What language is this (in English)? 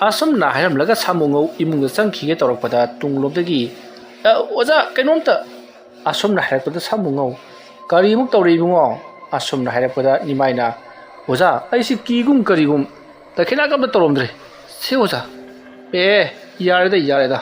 Manipuri